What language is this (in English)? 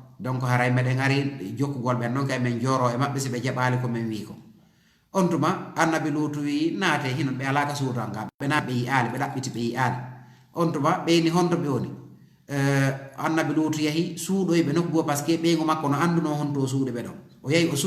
Fula